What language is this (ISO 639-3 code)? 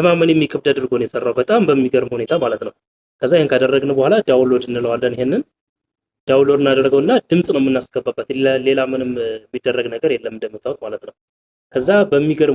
amh